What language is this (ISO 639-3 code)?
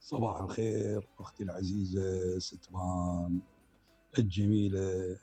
acm